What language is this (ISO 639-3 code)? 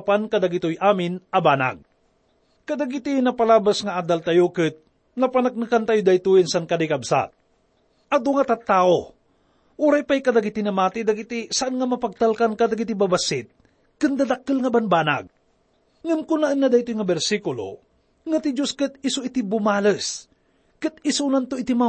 ilo